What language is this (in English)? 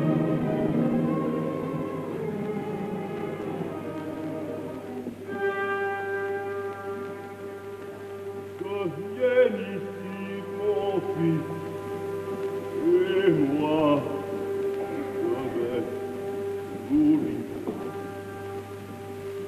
French